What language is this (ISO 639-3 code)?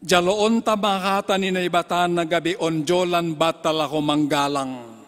bts